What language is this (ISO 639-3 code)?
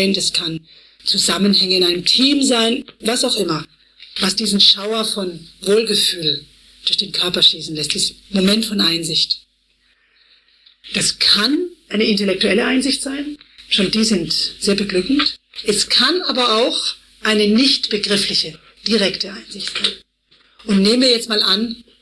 deu